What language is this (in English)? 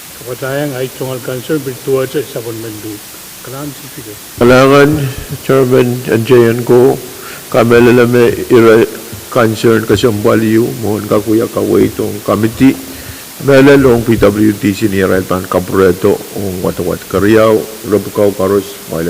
Pohnpeian